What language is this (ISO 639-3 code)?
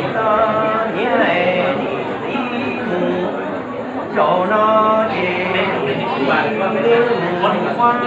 hmn